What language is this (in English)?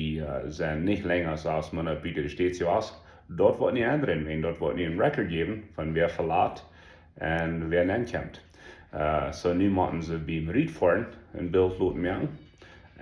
Plautdietsch